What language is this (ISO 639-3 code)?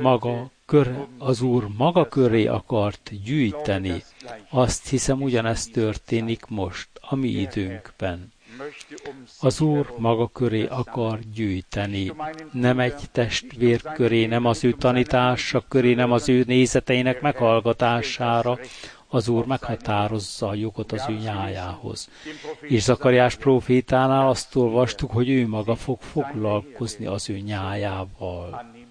hun